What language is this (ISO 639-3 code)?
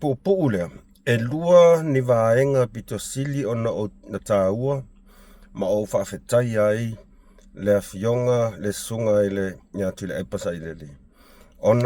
smo